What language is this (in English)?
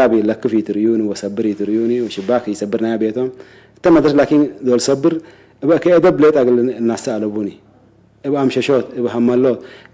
Tigre